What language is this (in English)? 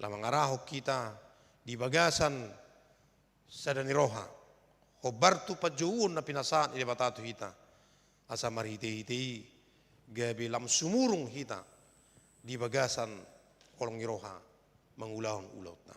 Batak Toba